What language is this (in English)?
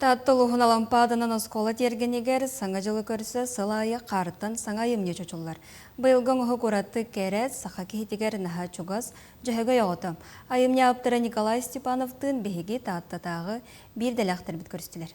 Yakut